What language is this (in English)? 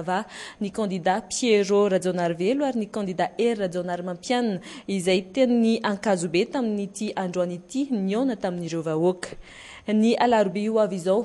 Malagasy